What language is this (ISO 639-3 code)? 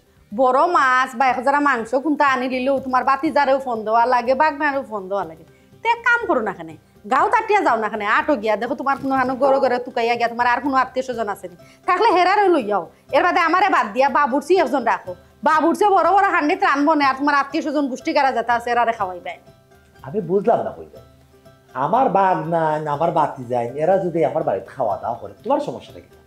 syl